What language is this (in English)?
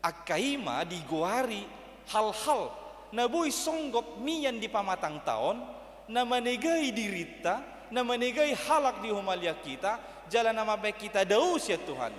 Batak Toba